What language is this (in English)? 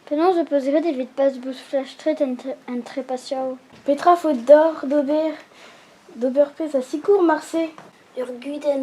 Breton